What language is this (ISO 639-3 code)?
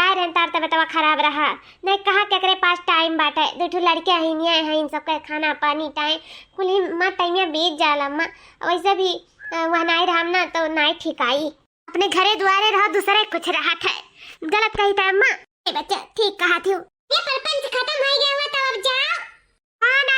awa